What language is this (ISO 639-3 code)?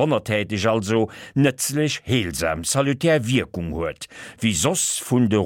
ltz